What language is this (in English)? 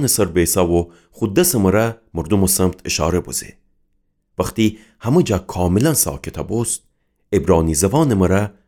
Gilaki